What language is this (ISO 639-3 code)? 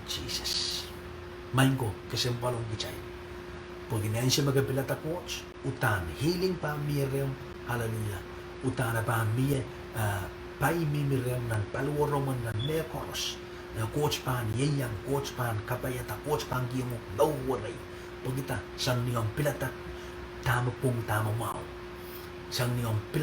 pon